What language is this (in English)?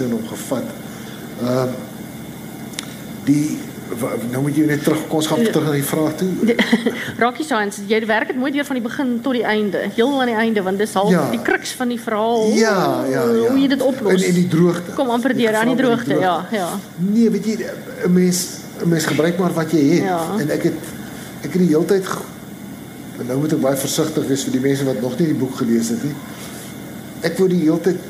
Afrikaans